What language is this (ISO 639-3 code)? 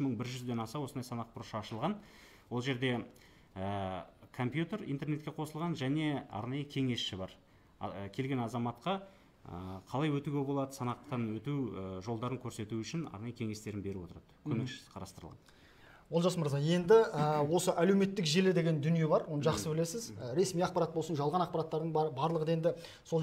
kaz